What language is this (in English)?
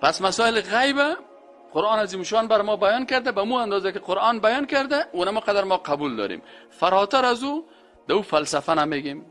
Persian